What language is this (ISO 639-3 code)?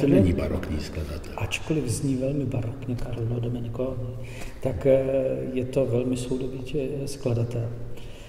ces